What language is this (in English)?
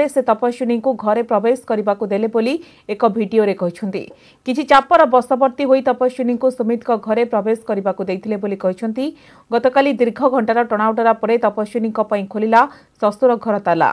Odia